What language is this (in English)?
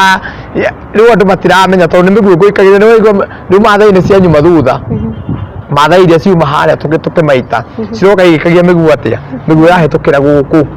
Kikuyu